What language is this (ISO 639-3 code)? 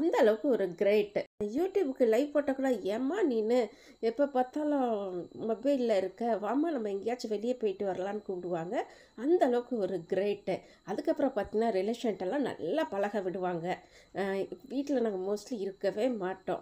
tam